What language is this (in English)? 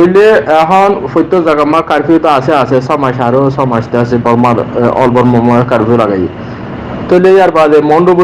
Rohingya